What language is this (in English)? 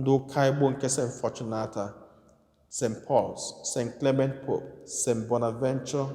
Igbo